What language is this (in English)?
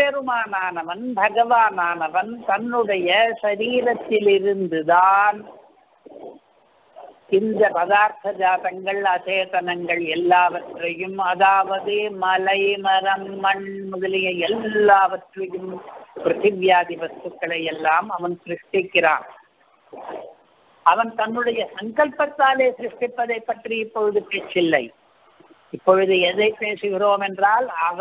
Tamil